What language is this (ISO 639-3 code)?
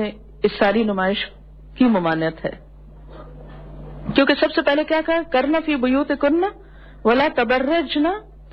urd